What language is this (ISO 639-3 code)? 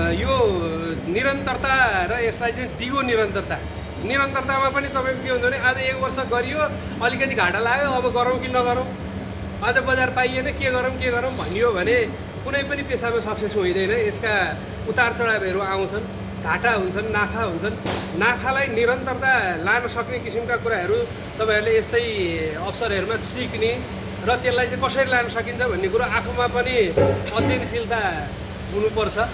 nep